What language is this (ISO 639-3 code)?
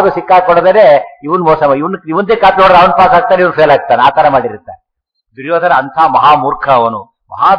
kan